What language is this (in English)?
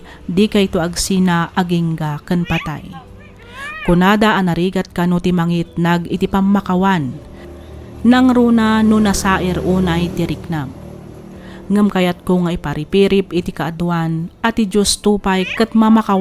Iloko